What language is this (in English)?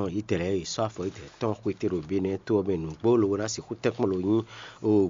Fon